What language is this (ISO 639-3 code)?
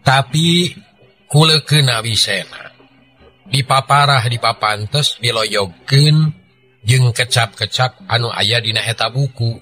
sun